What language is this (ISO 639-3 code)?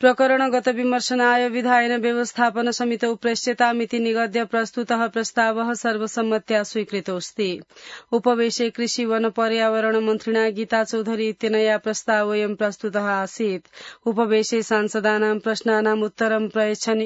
san